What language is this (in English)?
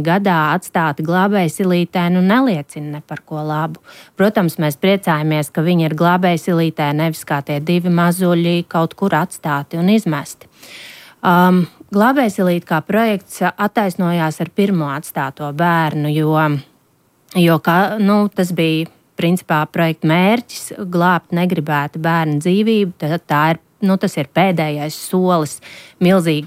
Latvian